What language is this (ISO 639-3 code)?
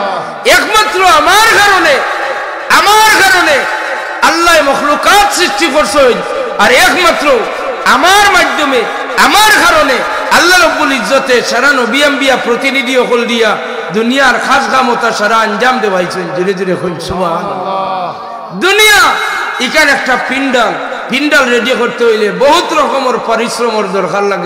syl